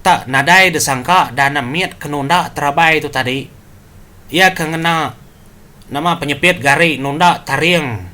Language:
Iban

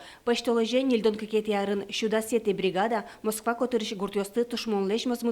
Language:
Udmurt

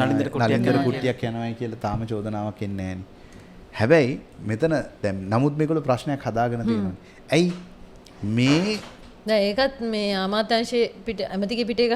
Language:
Sinhala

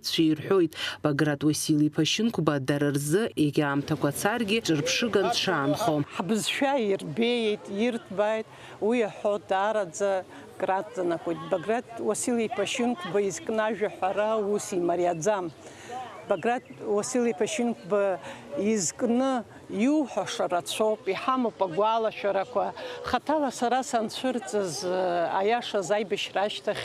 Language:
Abkhazian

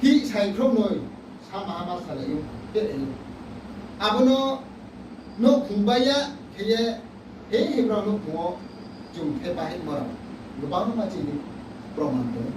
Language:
Riang (India)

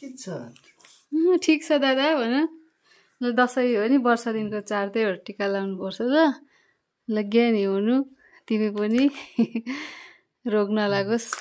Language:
Nepali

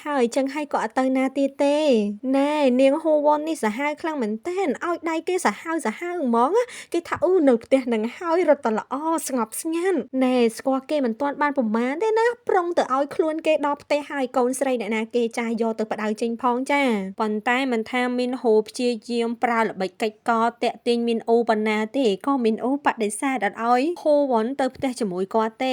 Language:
Khmer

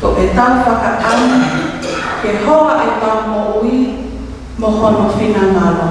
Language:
Tongan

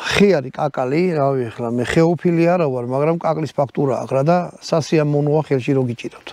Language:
Georgian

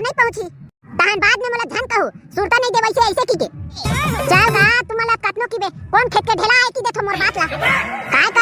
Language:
Chhattisgarhi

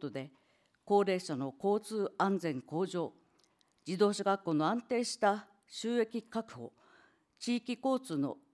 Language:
Japanese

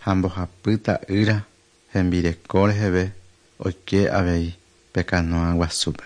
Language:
Guarani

